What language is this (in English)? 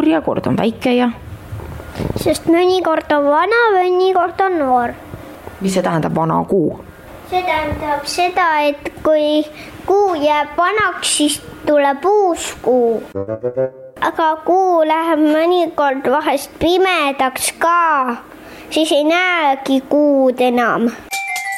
Estonian